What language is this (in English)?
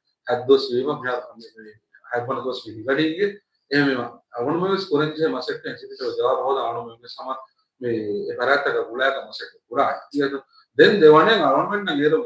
Divehi